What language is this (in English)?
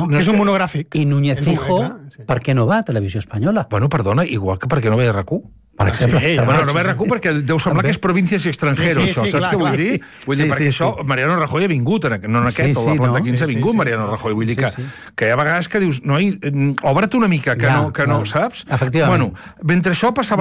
Catalan